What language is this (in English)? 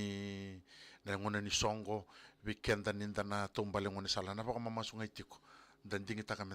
Fijian